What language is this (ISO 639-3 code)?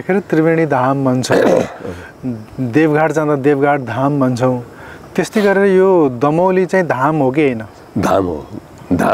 nep